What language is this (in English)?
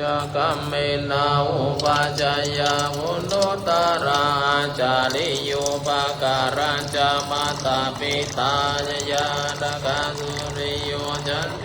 Pali